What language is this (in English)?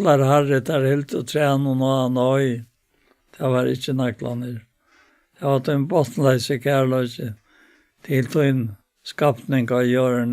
Faroese